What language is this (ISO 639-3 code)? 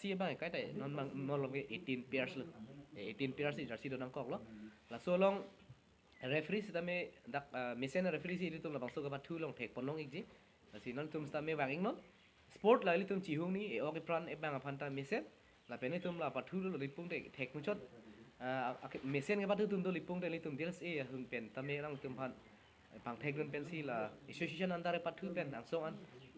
mjw